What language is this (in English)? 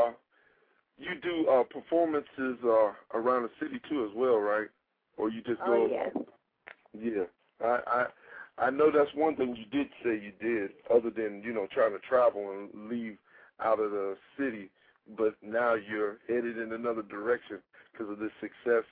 English